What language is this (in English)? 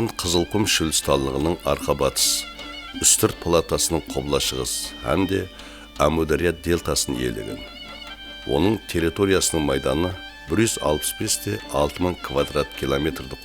Kara-Kalpak